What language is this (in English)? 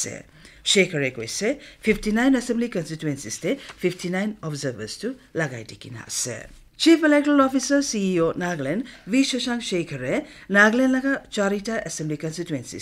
Naga Pidgin